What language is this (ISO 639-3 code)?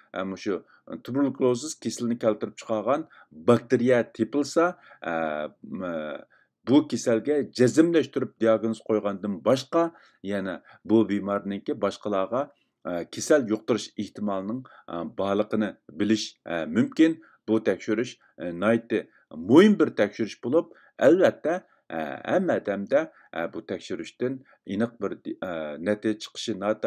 uig